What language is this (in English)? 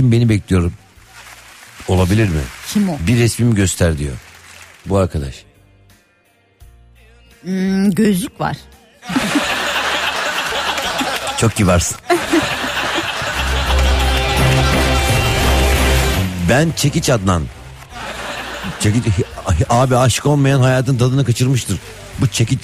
Turkish